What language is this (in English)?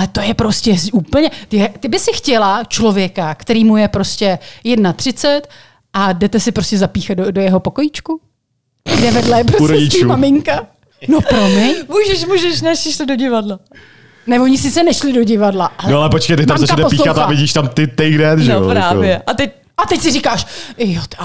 Czech